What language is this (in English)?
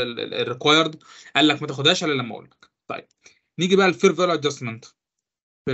Egyptian Arabic